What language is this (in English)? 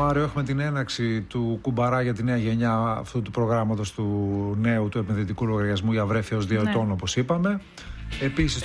Greek